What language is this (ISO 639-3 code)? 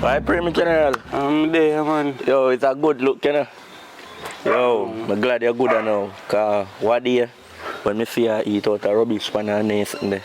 jam